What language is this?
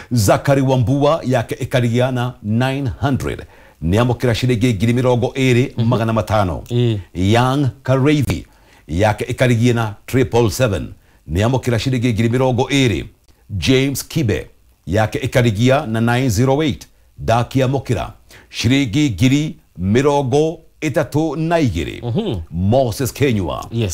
Kikuyu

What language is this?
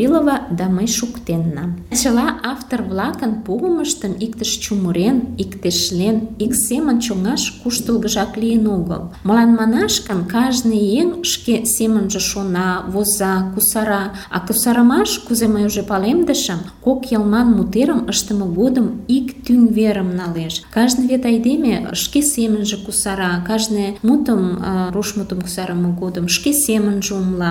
Mari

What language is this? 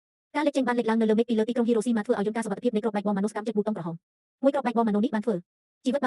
Khmer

